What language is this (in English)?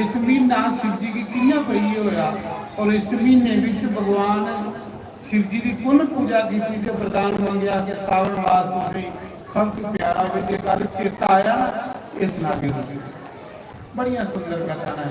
Dogri